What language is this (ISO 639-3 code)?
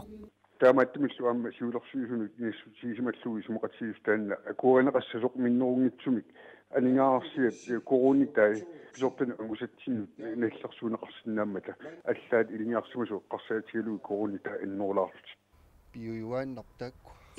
kal